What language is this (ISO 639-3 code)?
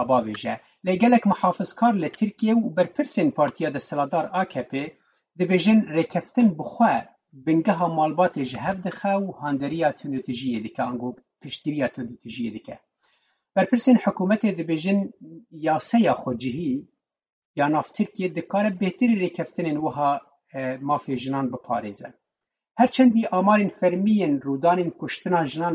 kur